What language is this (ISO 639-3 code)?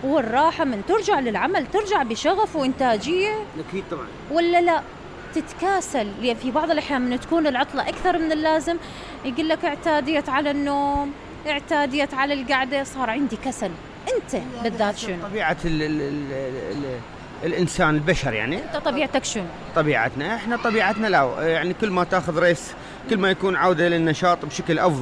acm